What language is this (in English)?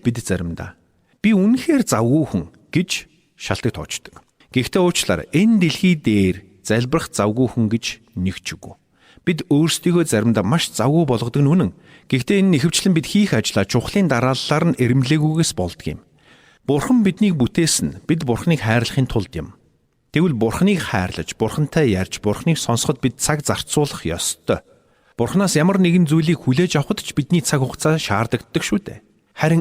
Mongolian